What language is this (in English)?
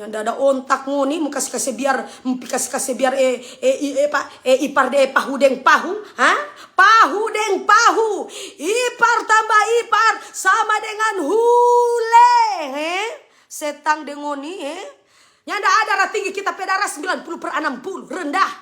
Manado Malay